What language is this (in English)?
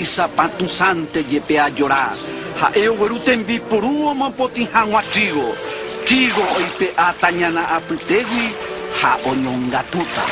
Guarani